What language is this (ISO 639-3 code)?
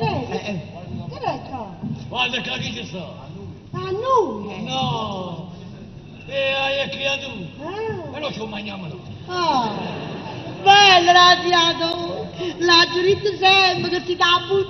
nap